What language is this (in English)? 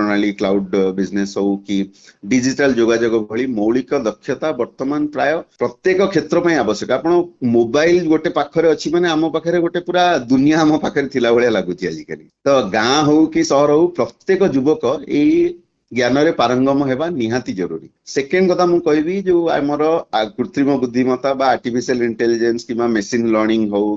Odia